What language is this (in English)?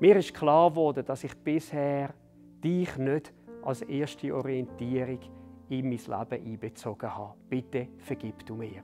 Swiss German